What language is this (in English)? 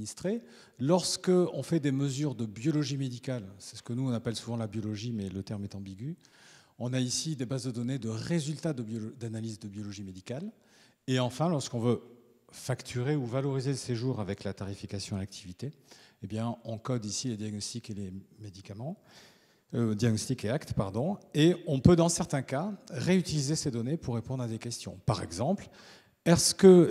French